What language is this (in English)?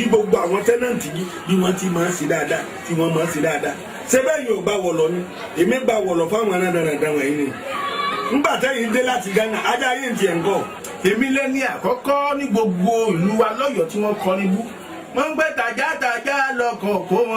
Yoruba